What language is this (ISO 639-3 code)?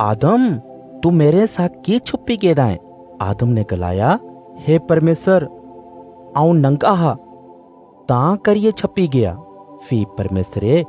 doi